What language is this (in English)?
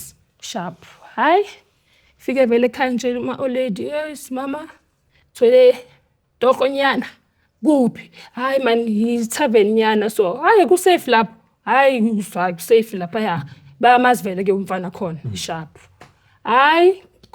Zulu